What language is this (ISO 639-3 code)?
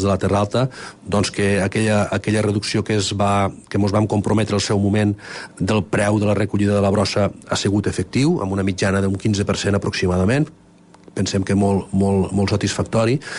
cat